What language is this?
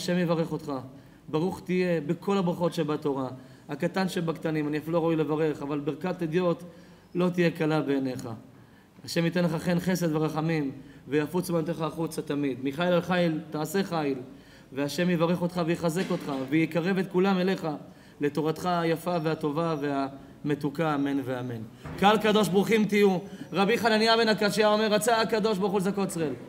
Hebrew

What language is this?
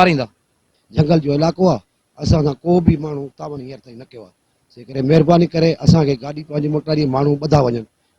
Sindhi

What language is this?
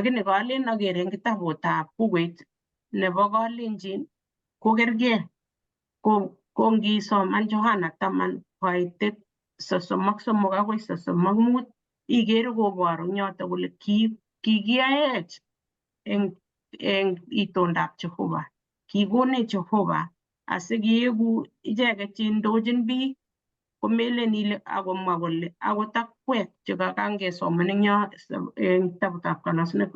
Kalenjin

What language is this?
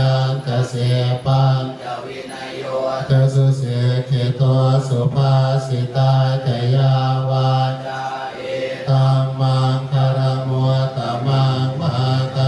Pali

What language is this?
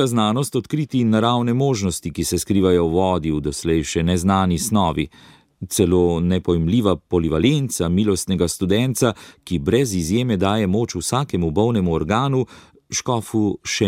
Slovenian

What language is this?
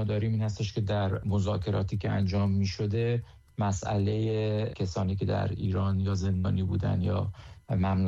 Persian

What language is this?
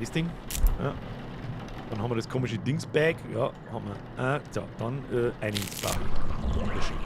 Bavarian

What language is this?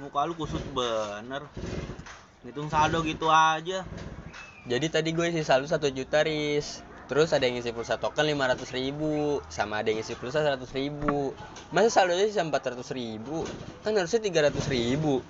Betawi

